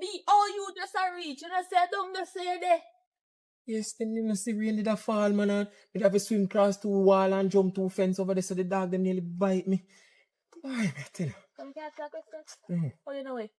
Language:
Jamaican Creole English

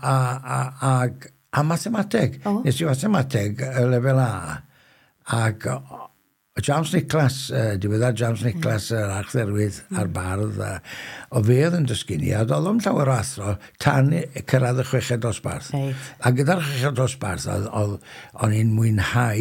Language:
Welsh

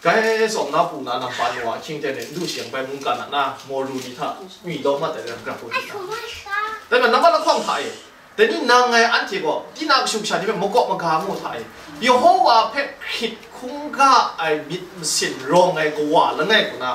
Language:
Kachin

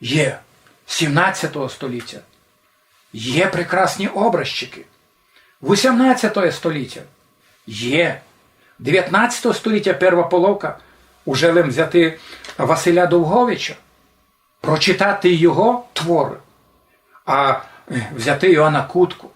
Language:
Rusyn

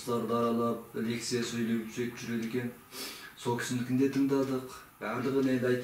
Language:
Kazakh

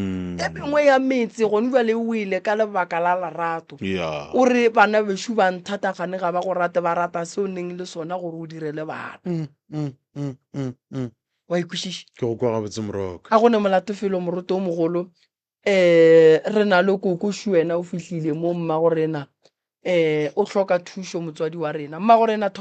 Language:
Northern Sotho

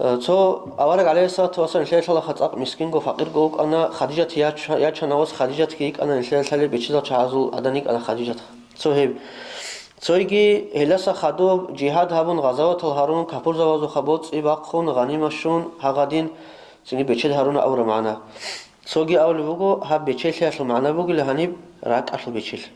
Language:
Avaric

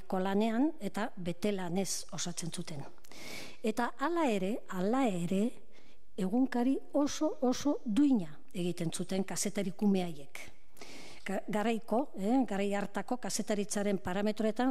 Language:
Basque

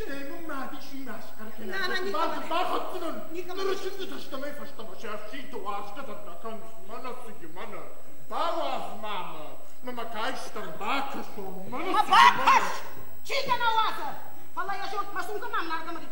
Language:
Ossetic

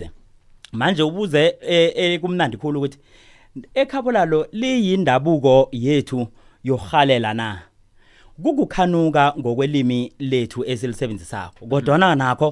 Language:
South Ndebele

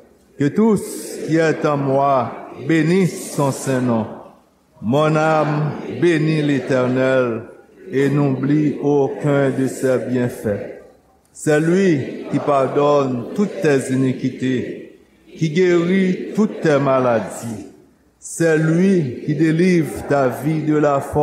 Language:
Haitian Creole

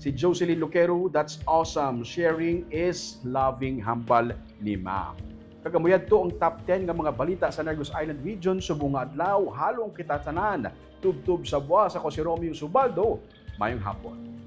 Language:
Hiligaynon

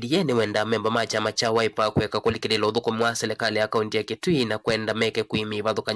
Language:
Kamba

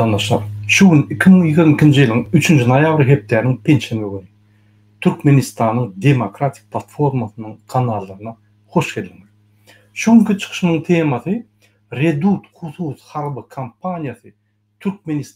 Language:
Turkmen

